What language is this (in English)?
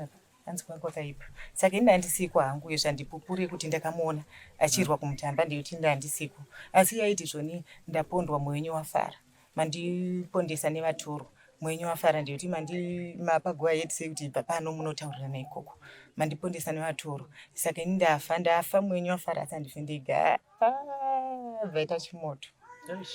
Shona